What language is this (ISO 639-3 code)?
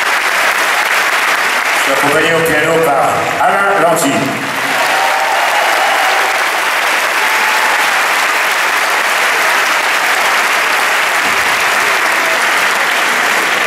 fra